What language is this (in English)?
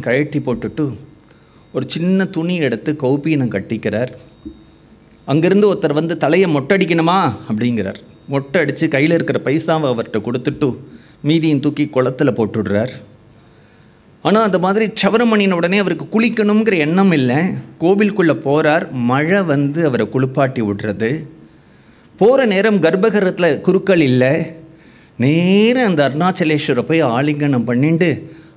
Tamil